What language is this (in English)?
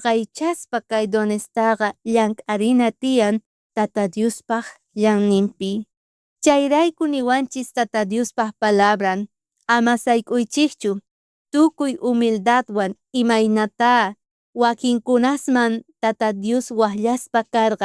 South Bolivian Quechua